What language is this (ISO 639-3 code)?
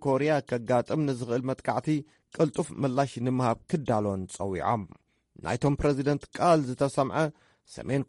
tir